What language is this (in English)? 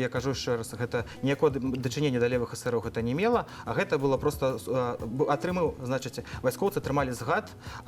Belarusian